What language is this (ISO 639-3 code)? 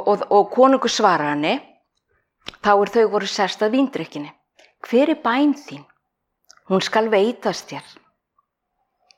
isl